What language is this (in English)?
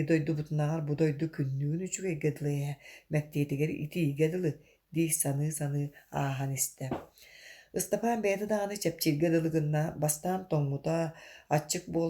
Yakut